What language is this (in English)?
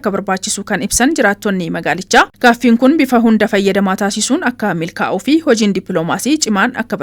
Oromo